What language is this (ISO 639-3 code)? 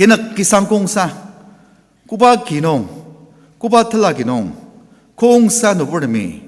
njo